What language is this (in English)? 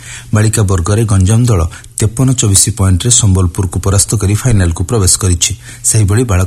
Odia